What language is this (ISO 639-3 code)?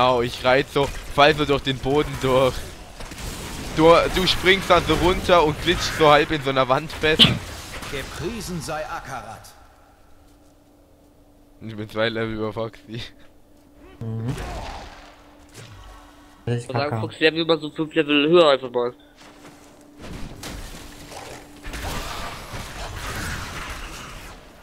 deu